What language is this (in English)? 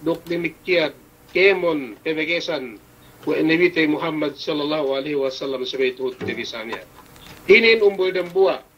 Yakan